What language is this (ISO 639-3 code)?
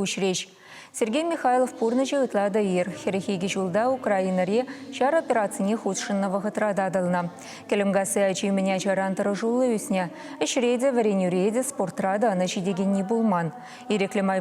chv